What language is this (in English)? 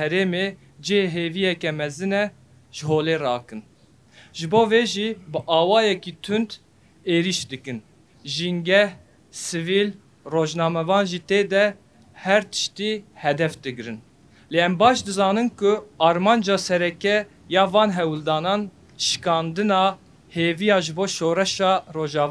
Kurdish